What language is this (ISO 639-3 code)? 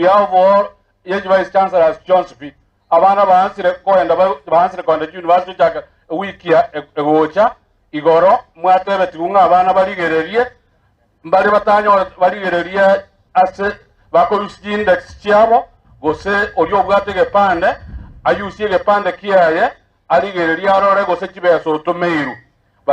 guz